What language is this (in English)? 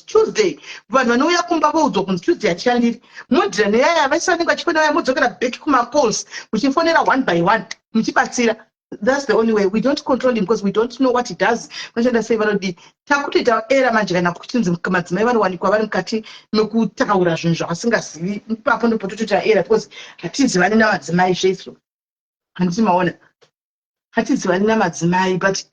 Shona